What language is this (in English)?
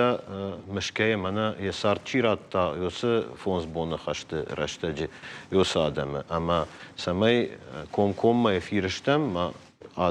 Ossetic